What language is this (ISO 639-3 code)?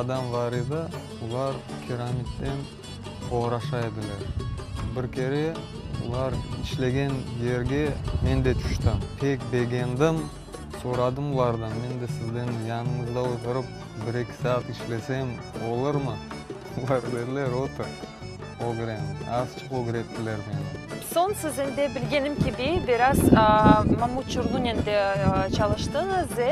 crh